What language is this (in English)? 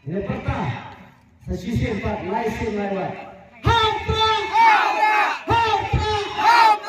Khasi